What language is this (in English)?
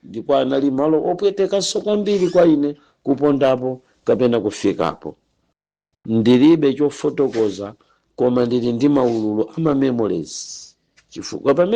Nyanja